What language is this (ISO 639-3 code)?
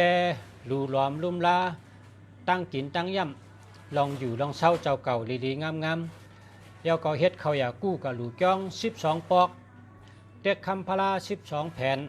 shn